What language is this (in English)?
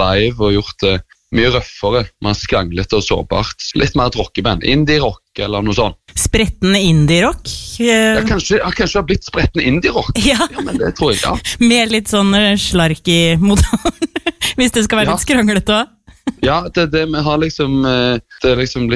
Norwegian